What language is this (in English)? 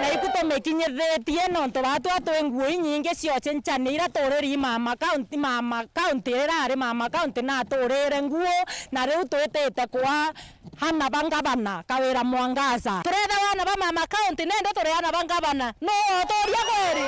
Meru